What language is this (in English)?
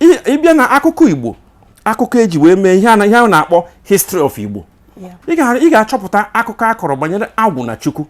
Igbo